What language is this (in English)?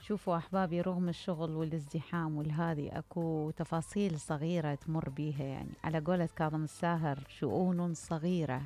Mesopotamian Arabic